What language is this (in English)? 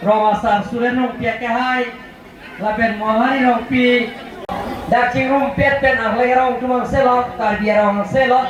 Karbi